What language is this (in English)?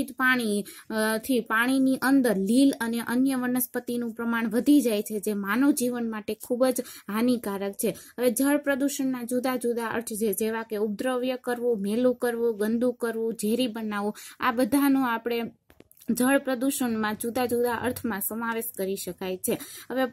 Gujarati